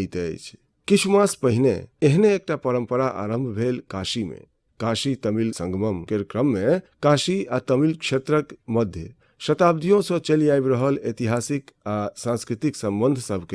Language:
Maithili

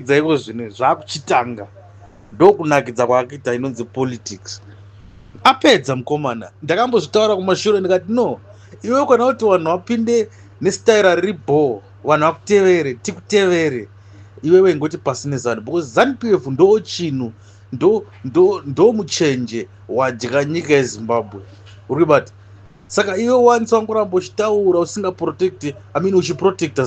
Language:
Shona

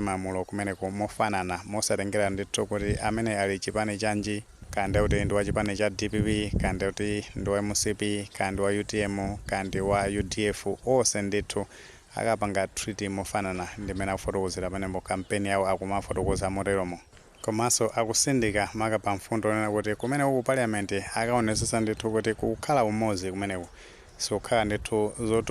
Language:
Nyanja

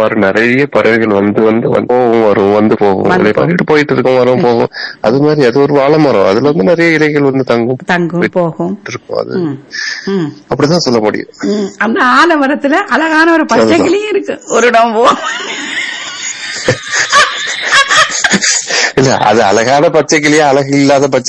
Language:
Tamil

